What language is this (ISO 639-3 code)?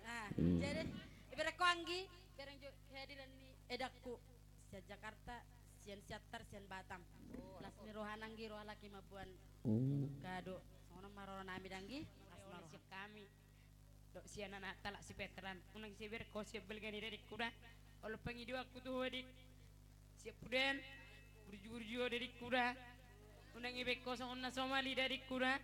bbc